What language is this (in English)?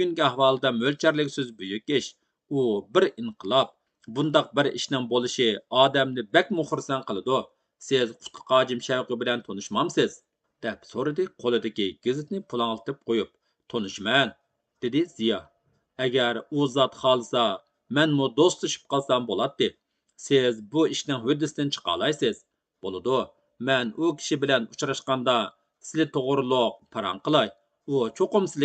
Uyghur